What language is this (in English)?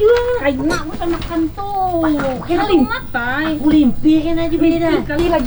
Banjar